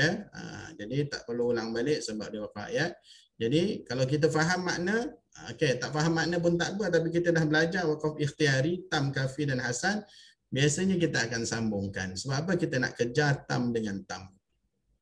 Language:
Malay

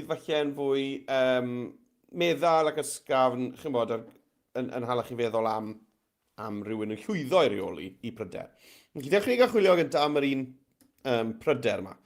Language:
Welsh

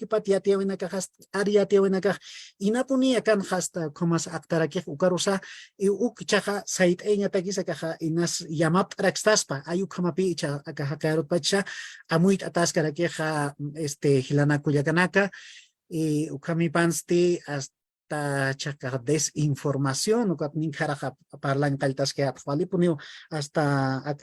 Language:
Aymara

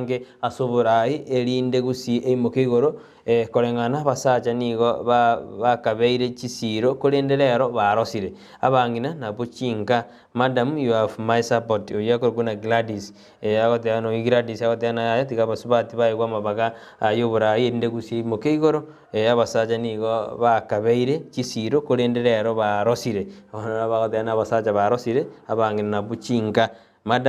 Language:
Gusii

